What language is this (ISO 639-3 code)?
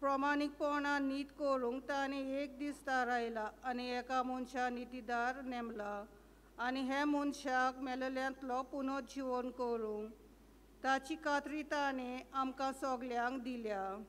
kok